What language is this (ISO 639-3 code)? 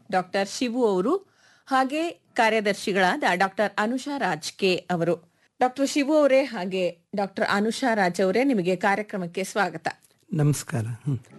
kan